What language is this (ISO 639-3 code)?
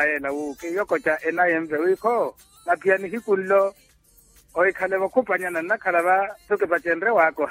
vmw